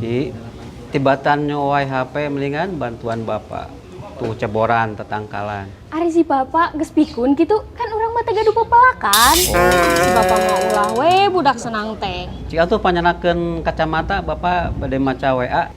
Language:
Sundanese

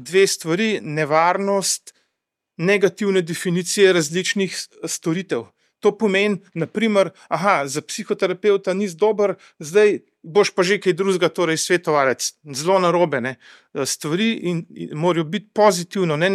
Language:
Slovenian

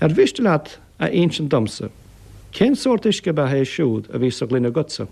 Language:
Irish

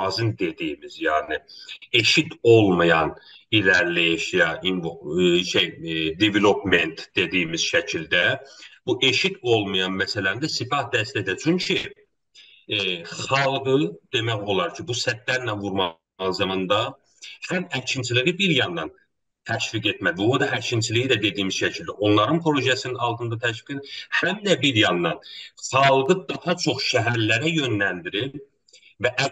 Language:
South Azerbaijani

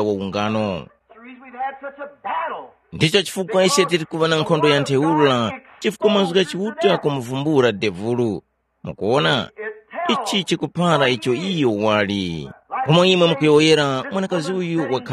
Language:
Tumbuka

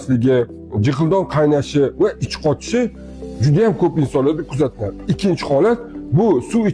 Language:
Uzbek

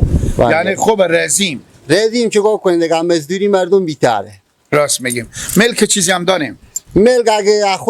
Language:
Persian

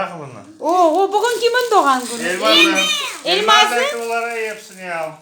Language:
Crimean Tatar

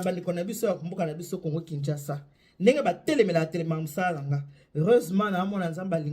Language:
Lingala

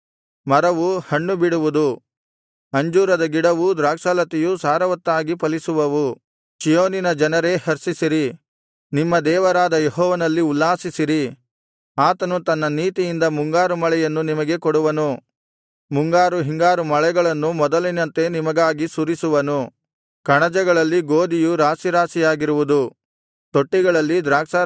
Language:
Kannada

